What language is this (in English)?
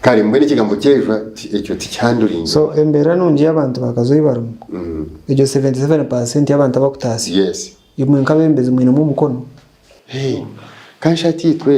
Nyankole